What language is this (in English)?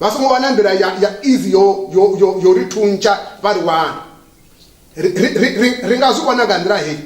Venda